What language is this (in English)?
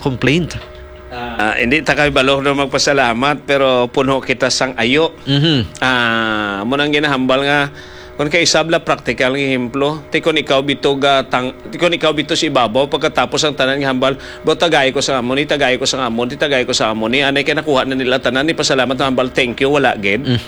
Hiligaynon